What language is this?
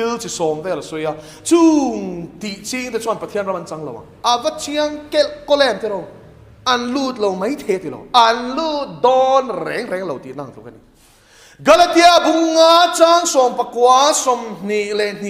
Mizo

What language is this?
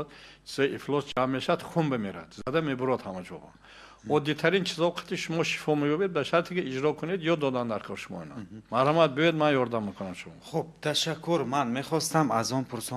Tajik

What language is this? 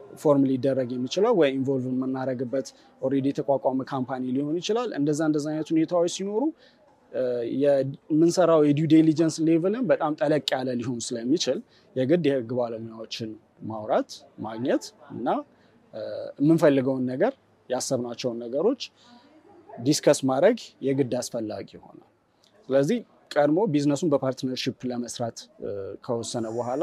Amharic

